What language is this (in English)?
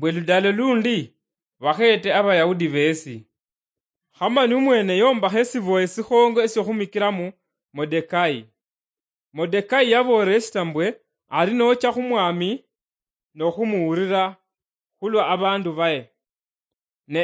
Luyia